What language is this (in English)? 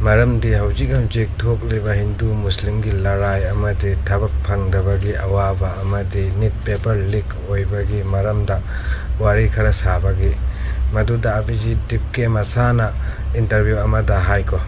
Manipuri